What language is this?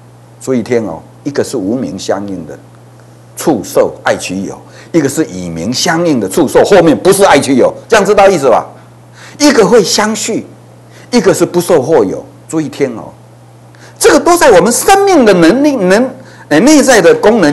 Chinese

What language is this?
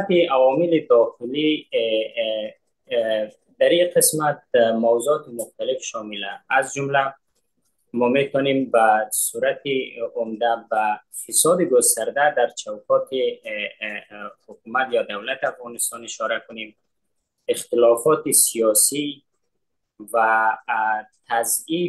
Persian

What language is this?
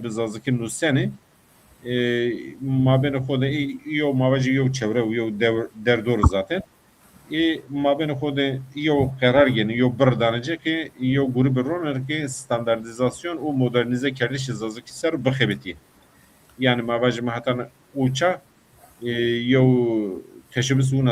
Zaza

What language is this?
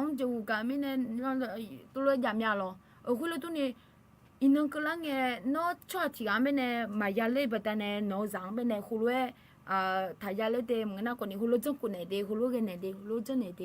Akha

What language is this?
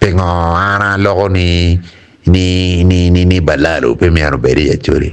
Acoli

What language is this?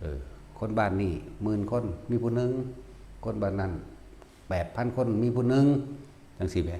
Northeastern Thai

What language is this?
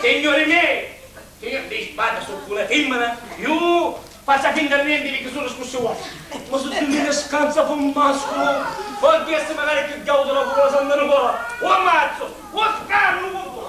Sicilian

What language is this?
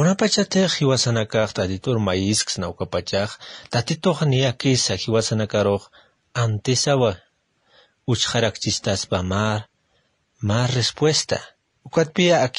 Aymara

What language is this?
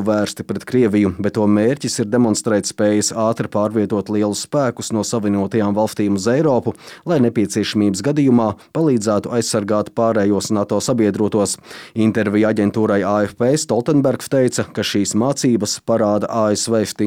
Latvian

